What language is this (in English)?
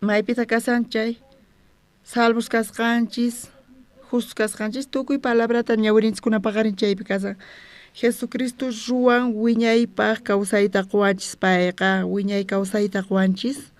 South Bolivian Quechua